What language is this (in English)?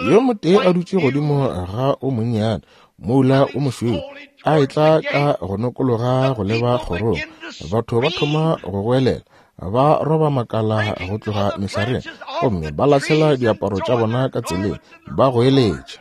Northern Sotho